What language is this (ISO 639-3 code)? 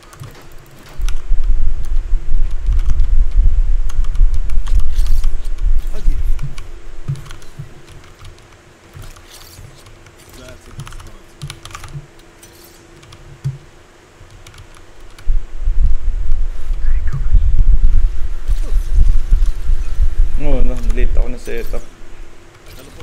fil